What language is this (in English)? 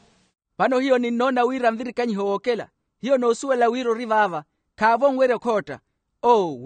Makhuwa